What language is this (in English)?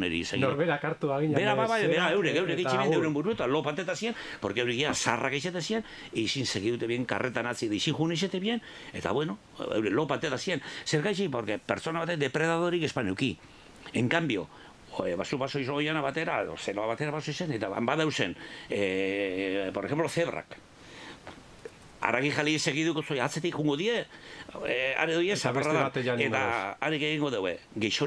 Basque